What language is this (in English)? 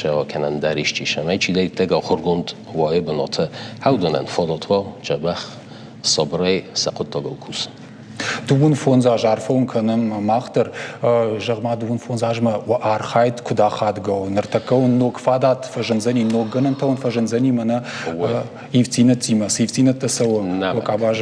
Ossetic